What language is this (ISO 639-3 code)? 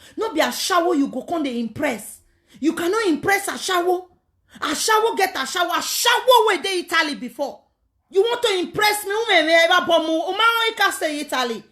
pcm